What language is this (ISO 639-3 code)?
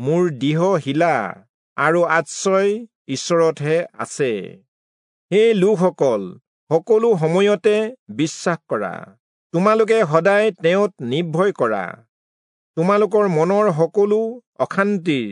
asm